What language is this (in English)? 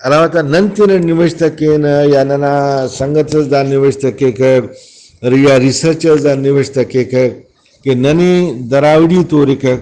Brahui